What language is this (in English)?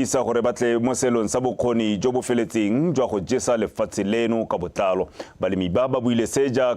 Tswana